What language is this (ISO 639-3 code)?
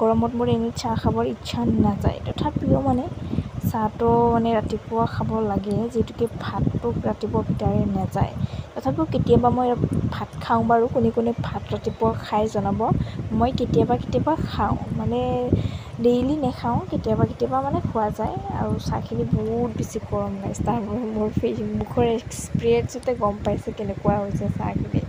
asm